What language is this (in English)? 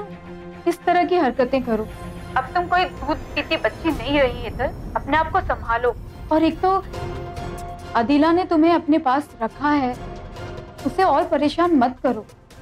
Hindi